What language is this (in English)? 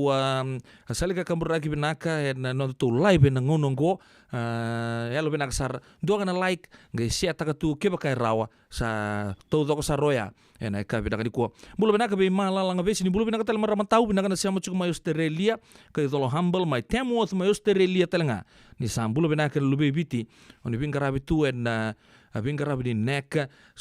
Fijian